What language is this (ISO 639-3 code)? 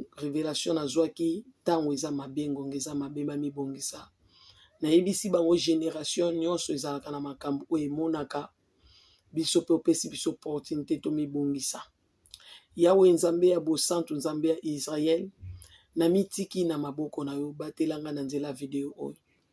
lin